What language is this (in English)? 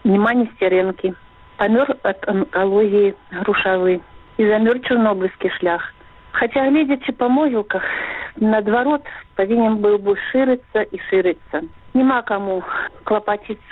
Belarusian